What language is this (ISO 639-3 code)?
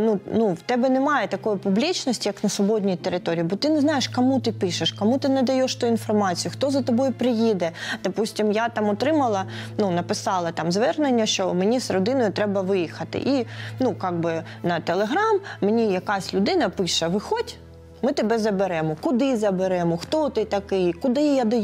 ukr